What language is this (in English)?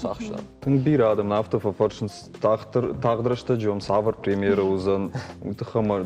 Ossetic